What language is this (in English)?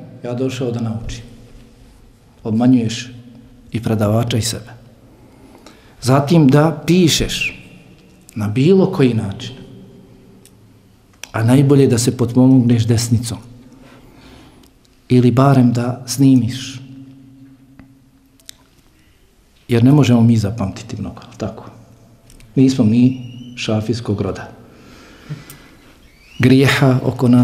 Bosnian